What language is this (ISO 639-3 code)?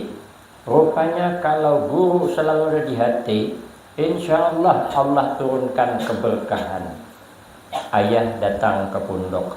bjn